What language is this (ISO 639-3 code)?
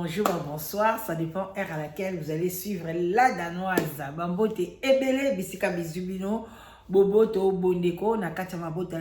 lin